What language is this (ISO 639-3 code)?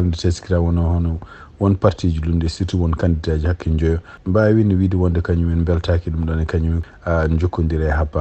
ful